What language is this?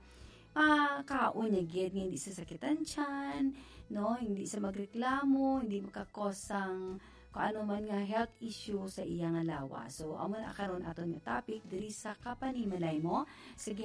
Hiligaynon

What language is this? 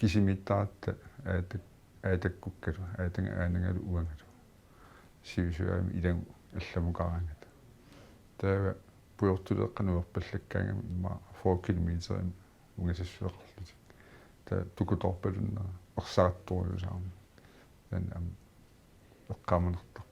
Kalaallisut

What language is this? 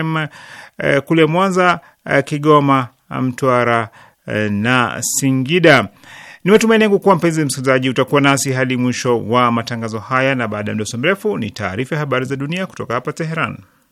Swahili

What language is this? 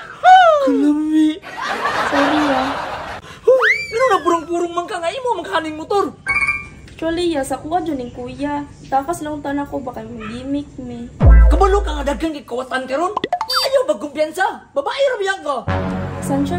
Cebuano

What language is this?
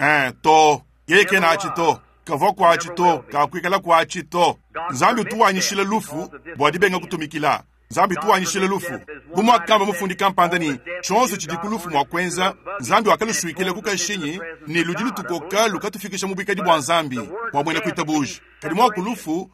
Luba-Lulua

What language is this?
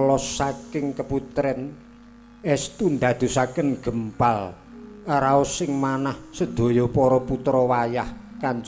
Javanese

